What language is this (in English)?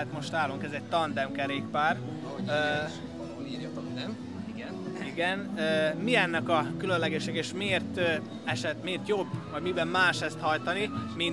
Hungarian